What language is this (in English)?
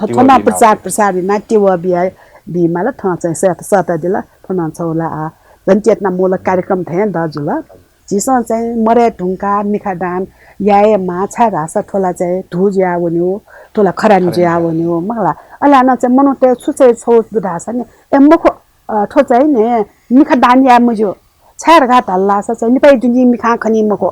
Newari